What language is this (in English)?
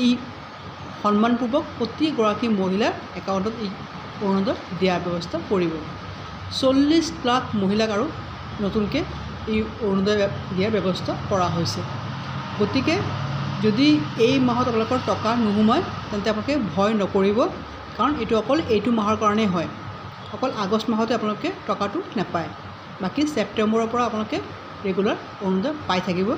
Assamese